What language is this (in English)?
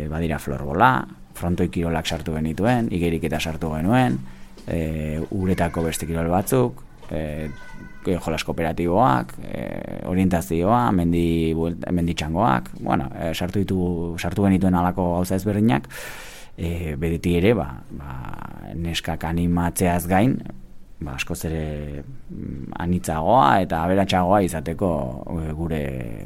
Basque